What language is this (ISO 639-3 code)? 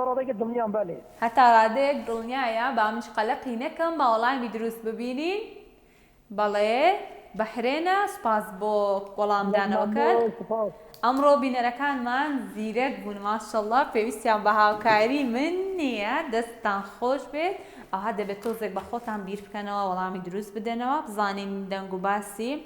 ckb